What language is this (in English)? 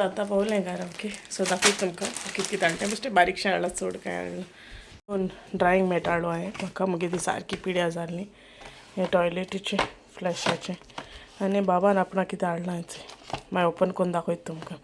Konkani